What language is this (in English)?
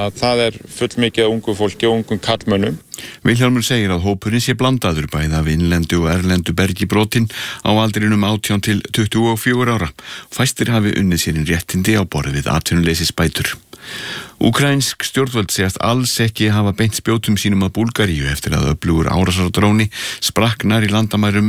Icelandic